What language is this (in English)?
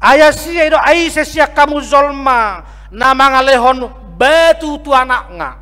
Batak Toba